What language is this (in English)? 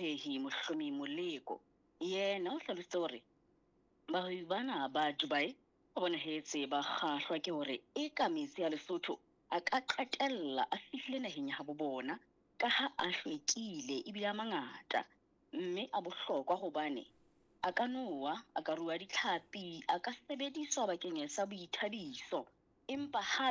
Southern Sotho